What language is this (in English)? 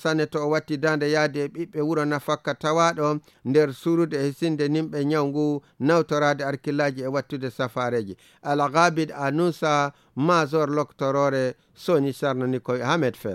Nigerian Fulfulde